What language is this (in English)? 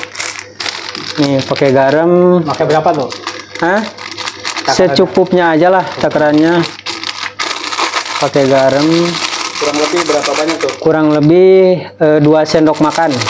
Indonesian